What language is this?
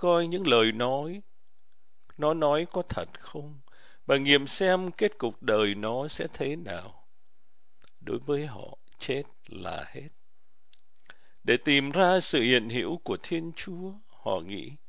Vietnamese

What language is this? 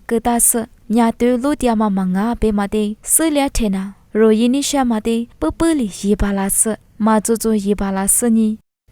Lisu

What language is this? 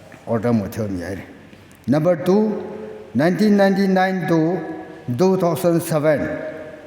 Tangkhul Naga (India)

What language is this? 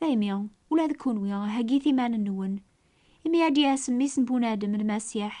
Kabyle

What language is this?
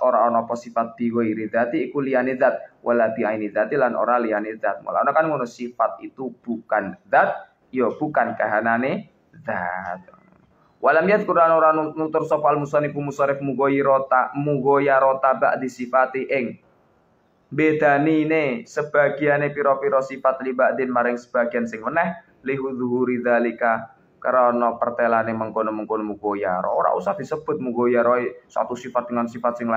Javanese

